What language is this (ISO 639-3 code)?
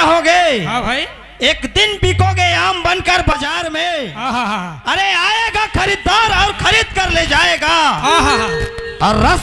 hne